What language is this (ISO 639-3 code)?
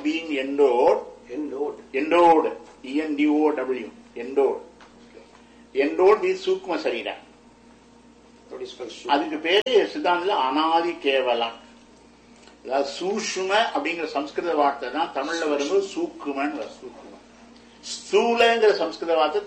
tam